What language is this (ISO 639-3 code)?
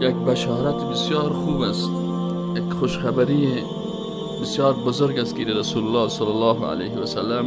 fas